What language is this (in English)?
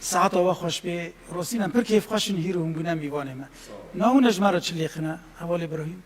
Kurdish